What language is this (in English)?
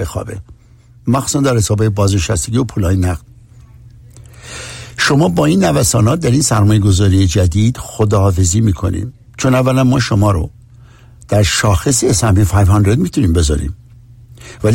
Persian